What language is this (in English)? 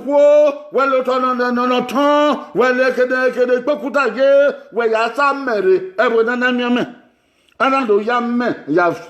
Bini